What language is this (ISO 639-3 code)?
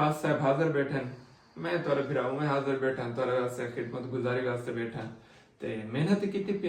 skr